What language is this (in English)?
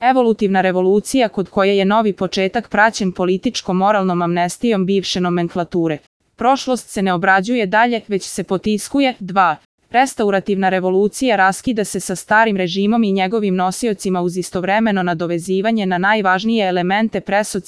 Bosnian